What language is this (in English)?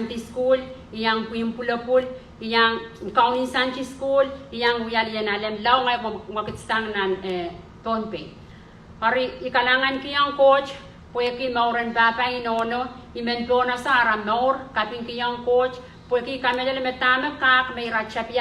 Pohnpeian